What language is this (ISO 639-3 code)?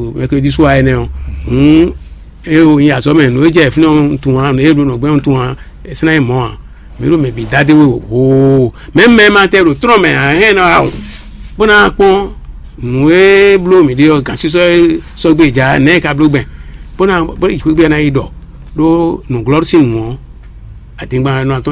fon